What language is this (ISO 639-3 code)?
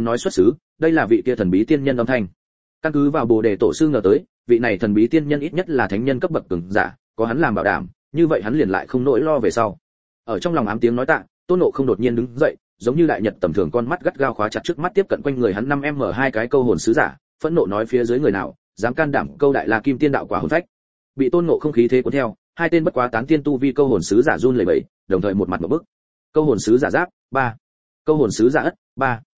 vie